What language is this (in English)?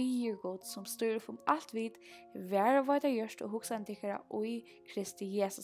Faroese